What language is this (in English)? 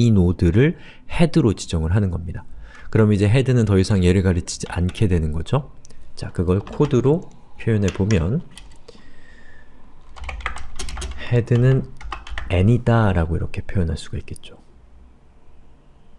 Korean